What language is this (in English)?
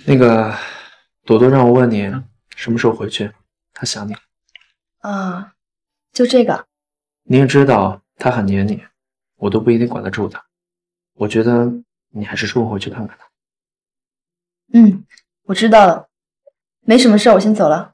Chinese